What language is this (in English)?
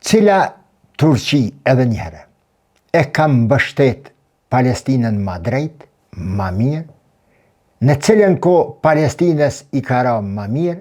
Albanian